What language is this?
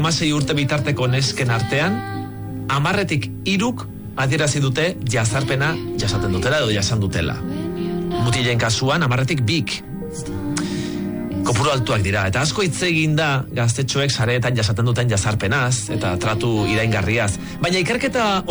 Basque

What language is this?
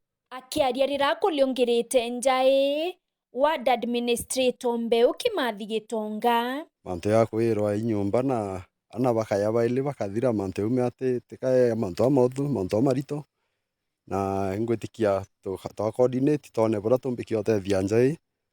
Meru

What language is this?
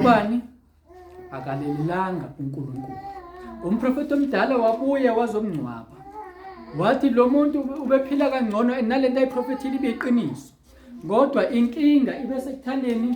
Zulu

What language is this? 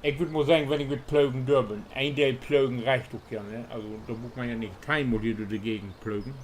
Low German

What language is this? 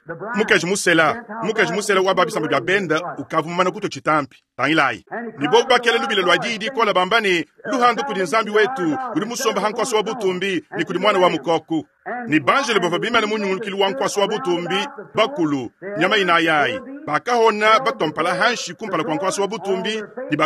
Luba-Lulua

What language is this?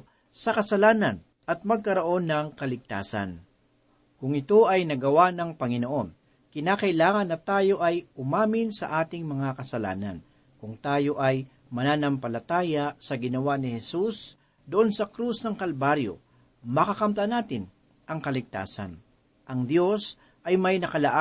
Filipino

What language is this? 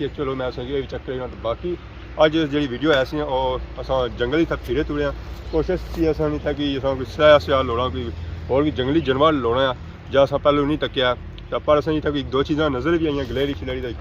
Pahari-Potwari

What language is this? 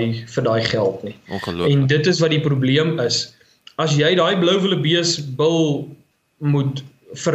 Afrikaans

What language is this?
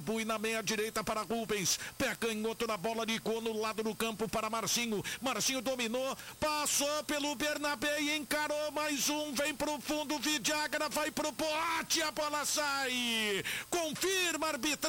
Portuguese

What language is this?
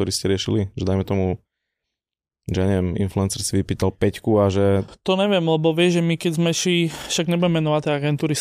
Slovak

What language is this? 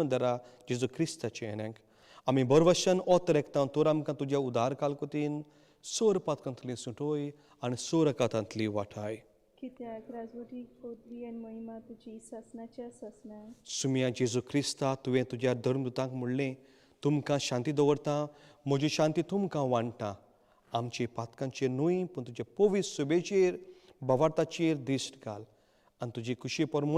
Konkani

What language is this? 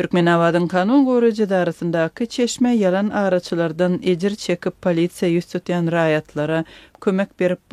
Turkmen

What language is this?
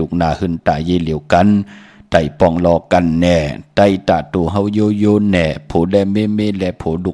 Shan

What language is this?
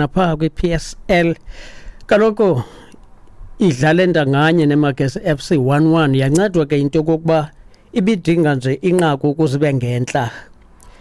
Xhosa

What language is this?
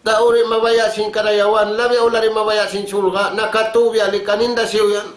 Tausug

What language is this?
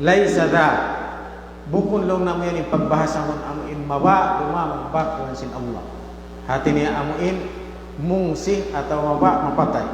Tausug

